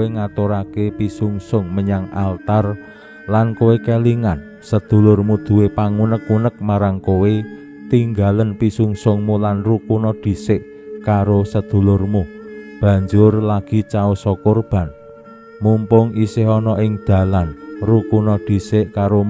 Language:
Javanese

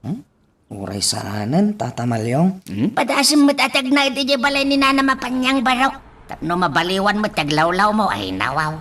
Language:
Iloko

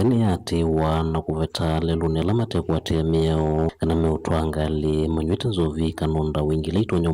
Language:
Kamba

